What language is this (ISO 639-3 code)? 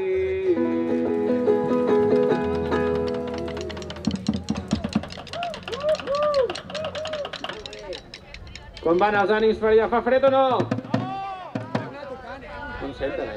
cat